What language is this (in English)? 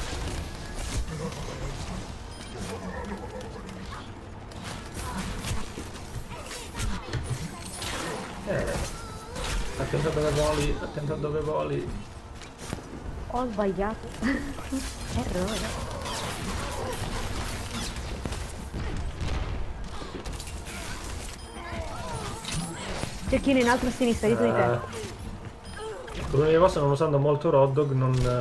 Italian